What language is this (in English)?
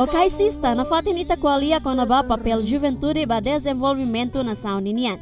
Tetum